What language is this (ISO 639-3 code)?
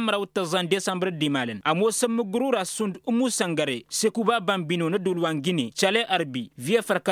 taq